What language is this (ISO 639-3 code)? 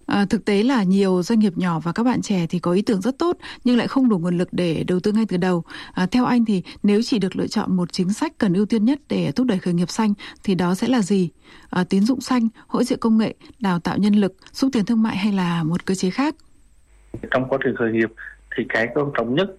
vie